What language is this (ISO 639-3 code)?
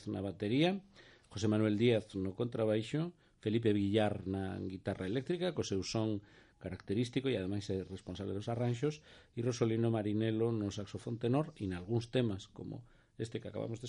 glg